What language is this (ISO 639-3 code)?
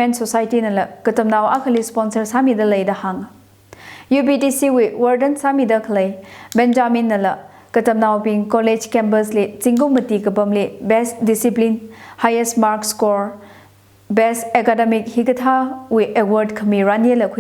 nmf